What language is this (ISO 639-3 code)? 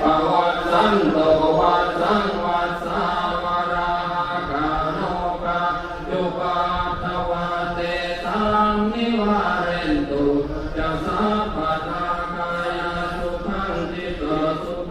pli